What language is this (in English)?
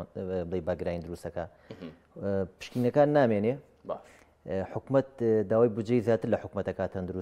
Central Kurdish